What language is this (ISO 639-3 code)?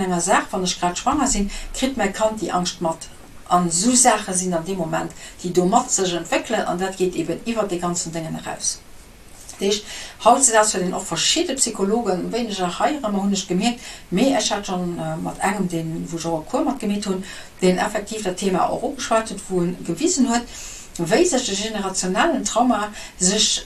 ltz